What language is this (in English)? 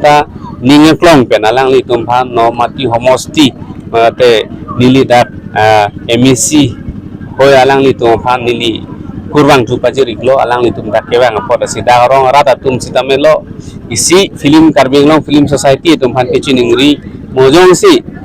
Karbi